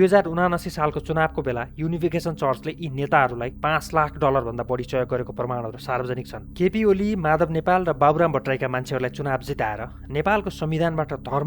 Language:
Nepali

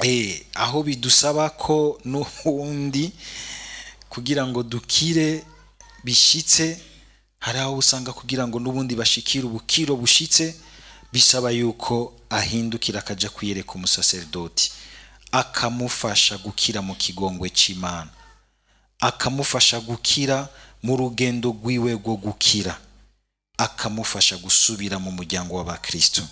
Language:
Rundi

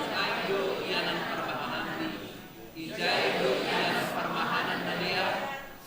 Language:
Batak Simalungun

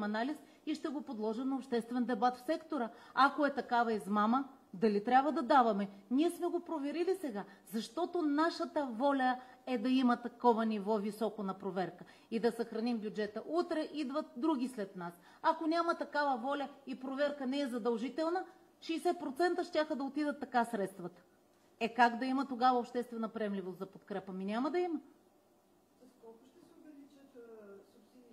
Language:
Bulgarian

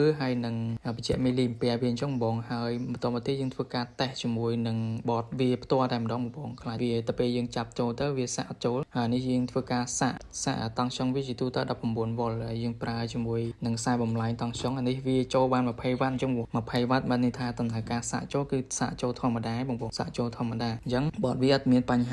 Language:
Khmer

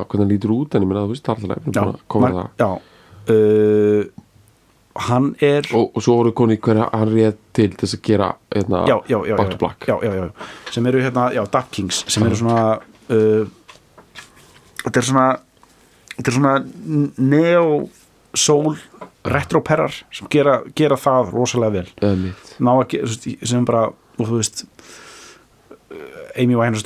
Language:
Icelandic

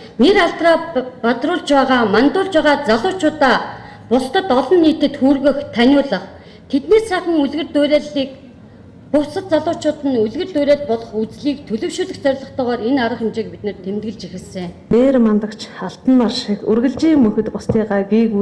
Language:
Mongolian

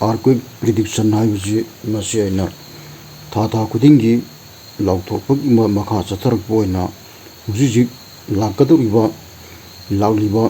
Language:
Manipuri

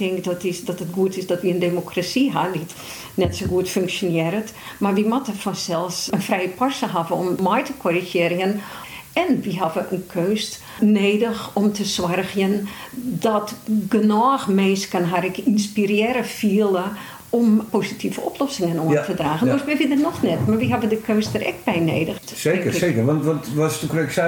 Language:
Western Frisian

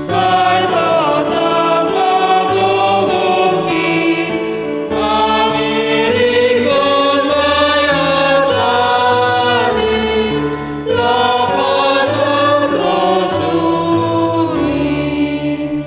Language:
Batak Simalungun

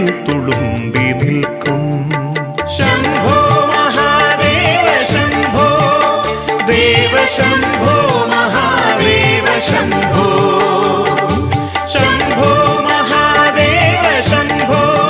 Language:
Malayalam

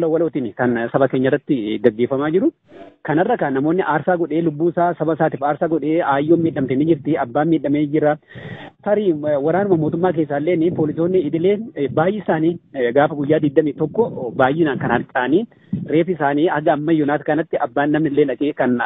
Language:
Oromo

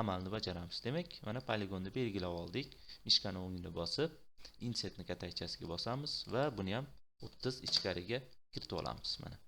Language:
Uzbek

